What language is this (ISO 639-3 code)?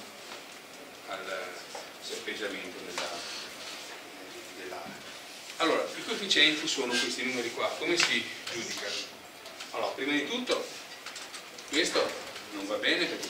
ita